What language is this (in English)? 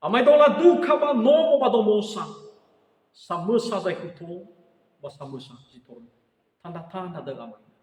Nias